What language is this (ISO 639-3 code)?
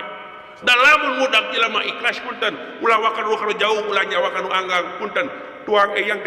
sun